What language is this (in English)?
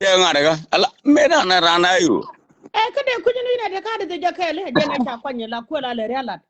Nuer